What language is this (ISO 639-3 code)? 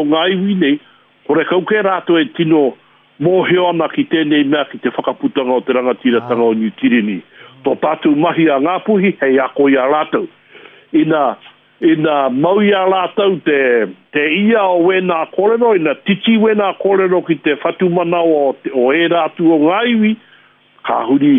mri